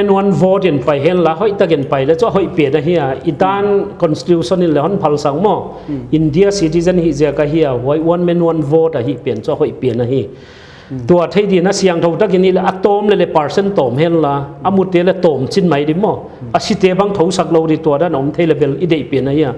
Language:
Paite Chin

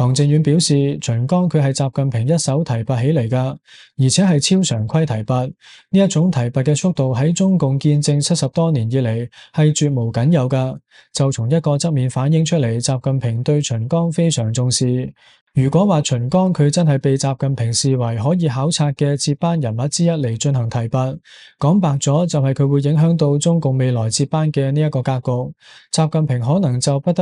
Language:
Cantonese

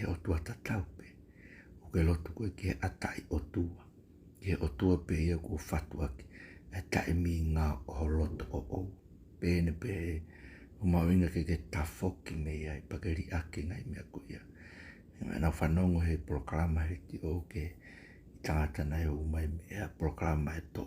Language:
Tongan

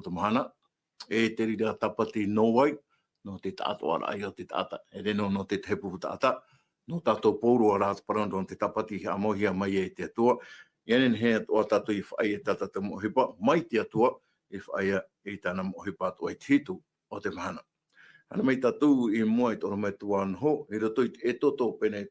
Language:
Tahitian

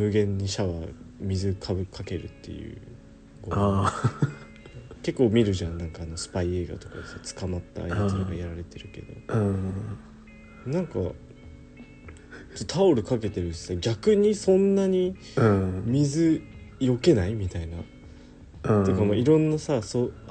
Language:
Japanese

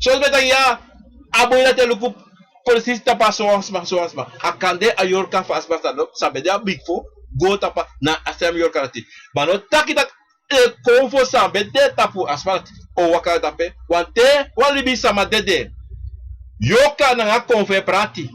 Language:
Sranan Tongo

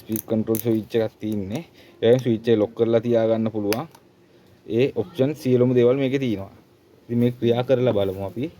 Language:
Sinhala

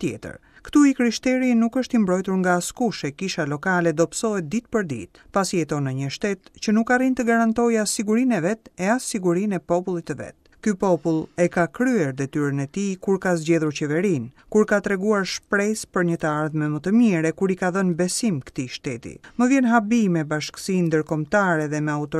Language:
Albanian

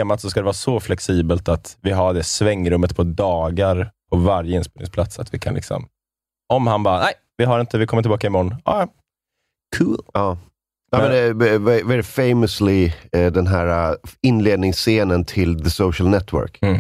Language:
Swedish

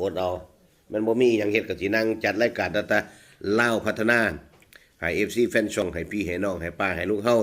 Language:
Northeastern Thai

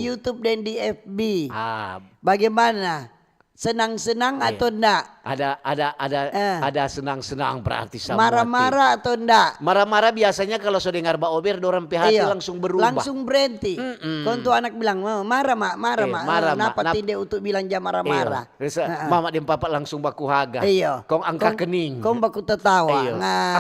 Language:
Manado Malay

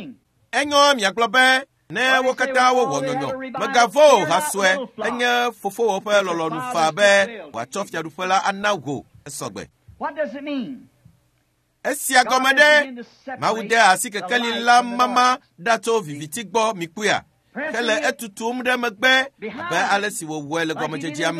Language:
Ewe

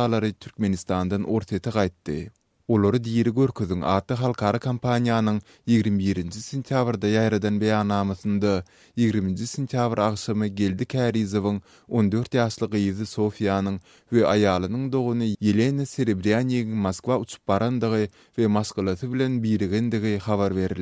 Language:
Turkmen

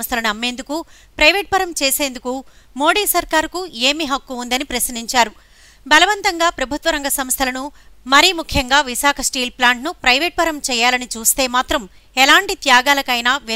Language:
Telugu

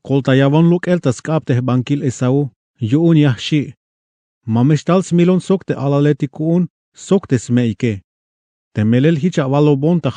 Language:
Tzeltal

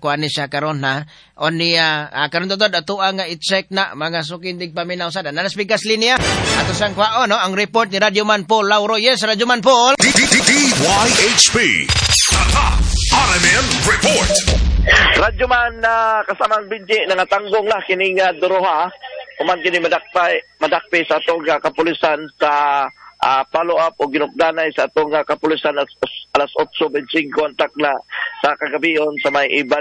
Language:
Cebuano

